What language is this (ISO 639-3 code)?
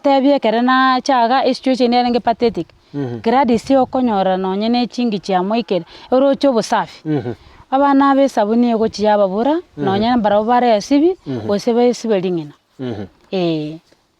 guz